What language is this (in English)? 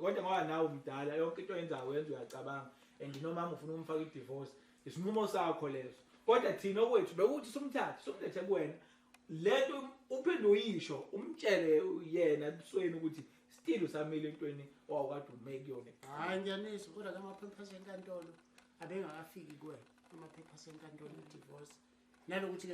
Zulu